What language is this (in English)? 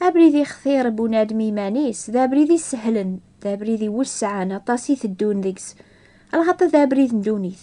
Kabyle